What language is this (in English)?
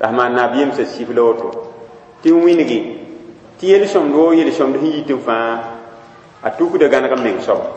Mossi